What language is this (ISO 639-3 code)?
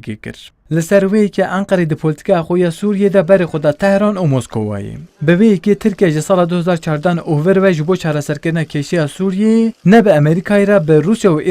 kur